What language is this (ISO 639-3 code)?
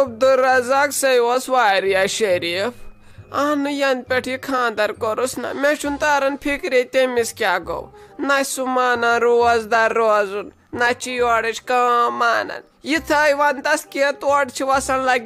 kas